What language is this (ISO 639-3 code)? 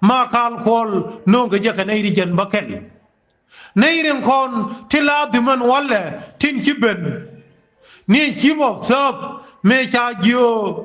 nus